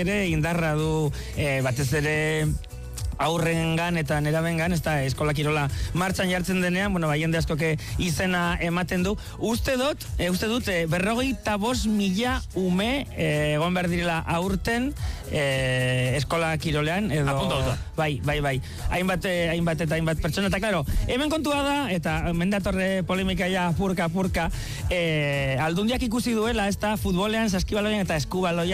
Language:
Basque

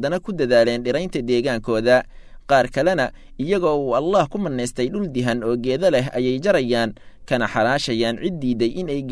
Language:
Somali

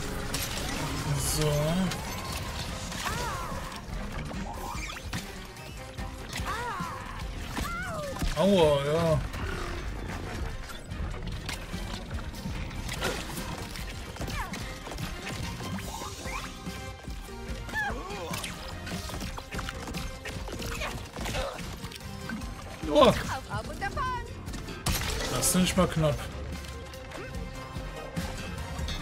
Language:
German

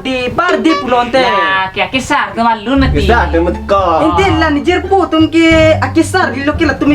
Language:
Karbi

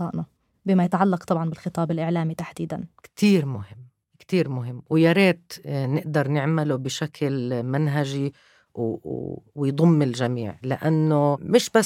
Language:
North Levantine Arabic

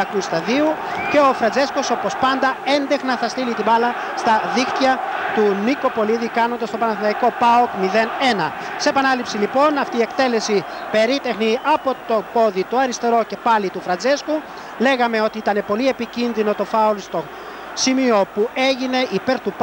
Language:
Greek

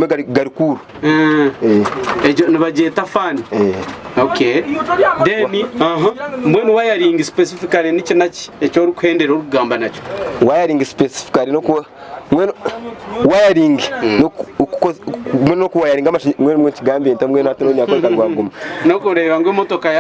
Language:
Nyankole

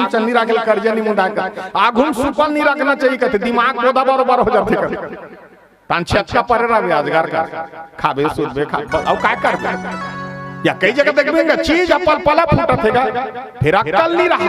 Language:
Chhattisgarhi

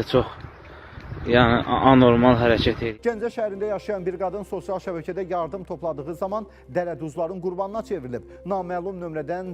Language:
Azerbaijani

